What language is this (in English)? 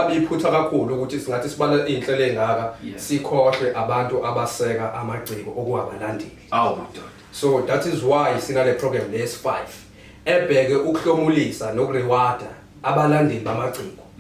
Zulu